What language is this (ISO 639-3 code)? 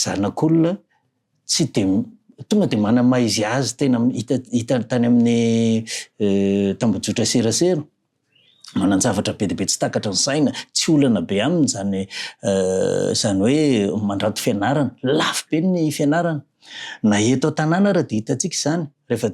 mlg